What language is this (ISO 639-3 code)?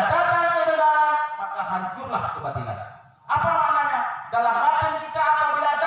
ace